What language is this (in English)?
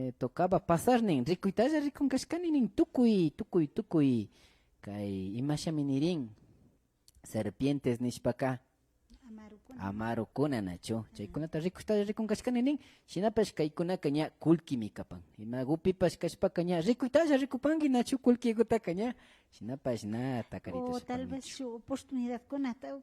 Imbabura Highland Quichua